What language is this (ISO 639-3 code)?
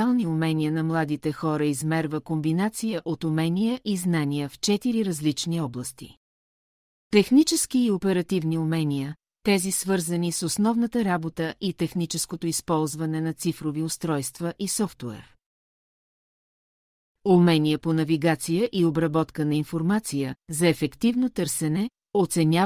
bul